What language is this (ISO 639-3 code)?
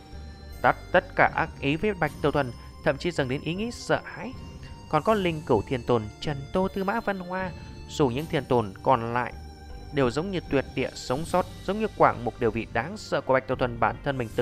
vie